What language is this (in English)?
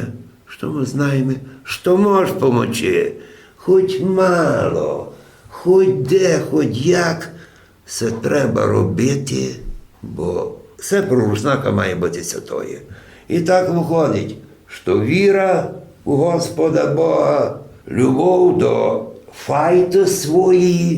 Rusyn